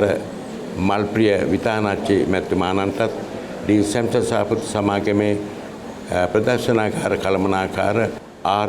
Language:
Sinhala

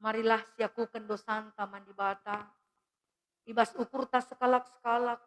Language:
Batak Karo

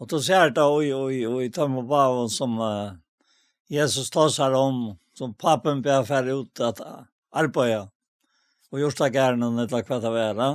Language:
Faroese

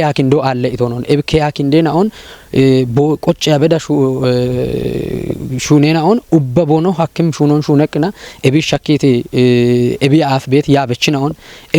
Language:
Kafa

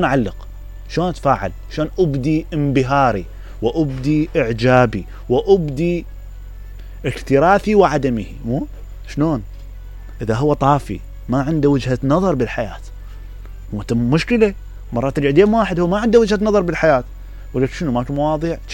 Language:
Mesopotamian Arabic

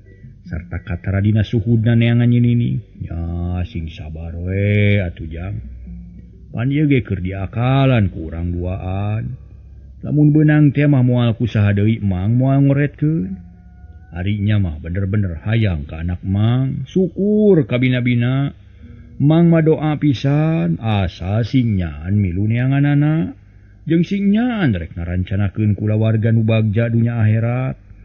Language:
Sundanese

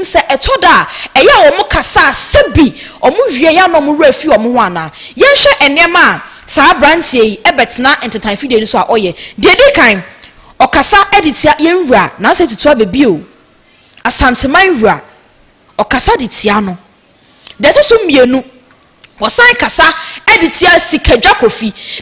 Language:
Akan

